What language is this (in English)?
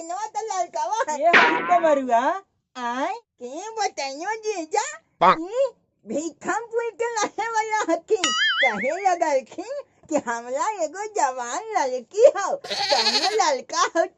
Magahi